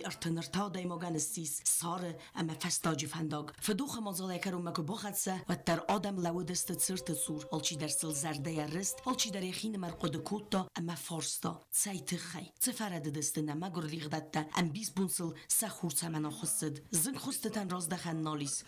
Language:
Ossetic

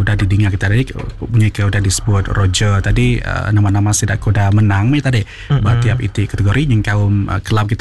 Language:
Iban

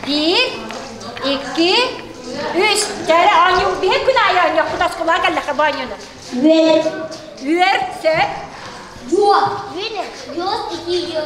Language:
Yakut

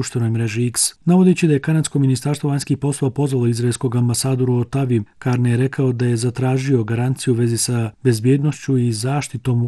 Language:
Bosnian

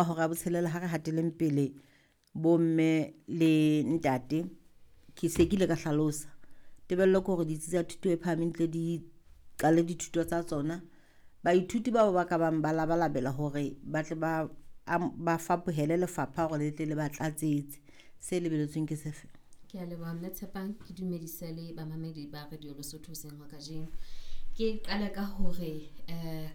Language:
Southern Sotho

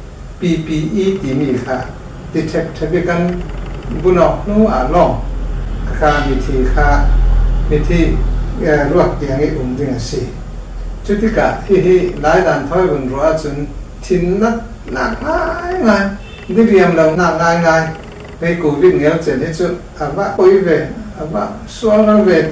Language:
Hakha Chin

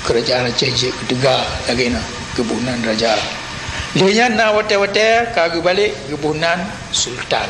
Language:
Achinese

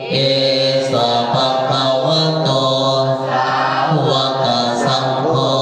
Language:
Pali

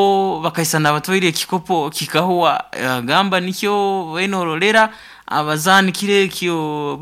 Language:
Nyoro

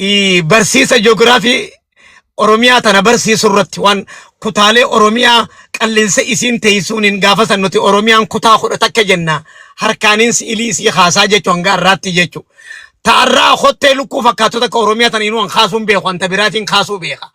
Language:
Oromo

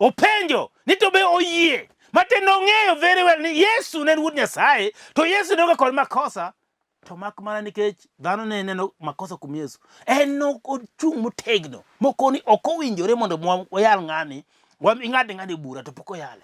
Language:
Luo (Kenya and Tanzania)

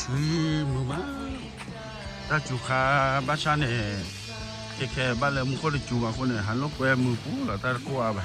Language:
S'gaw Karen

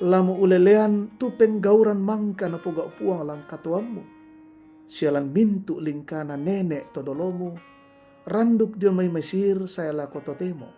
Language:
Toraja-Sa'dan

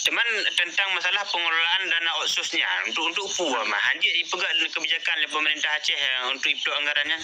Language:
Achinese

